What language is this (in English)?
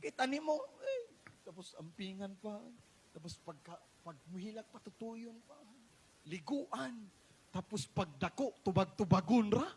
Cebuano